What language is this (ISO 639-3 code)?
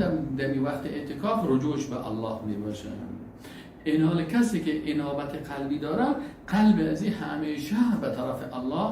fas